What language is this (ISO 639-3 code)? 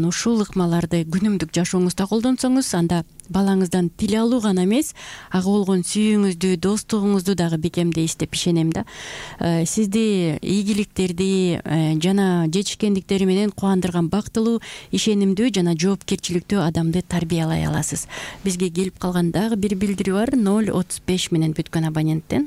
kir